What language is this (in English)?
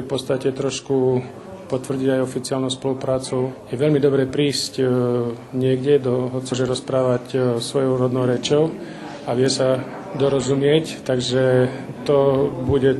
Rusyn